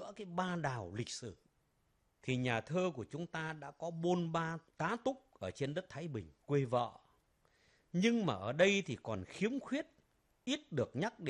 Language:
Vietnamese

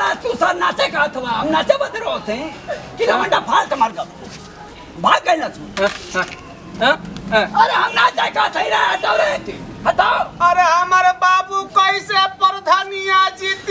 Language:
Bhojpuri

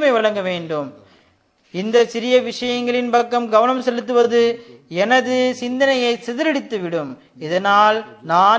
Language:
Tamil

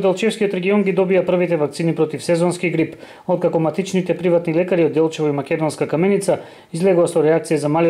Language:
Macedonian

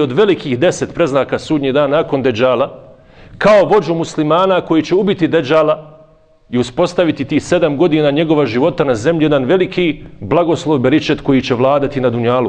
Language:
Bosnian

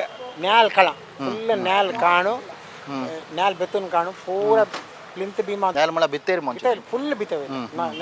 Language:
Konkani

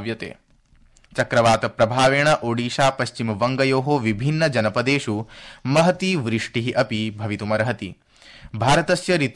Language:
Sanskrit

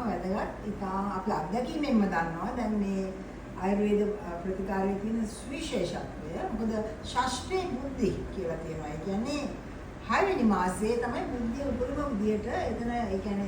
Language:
Sinhala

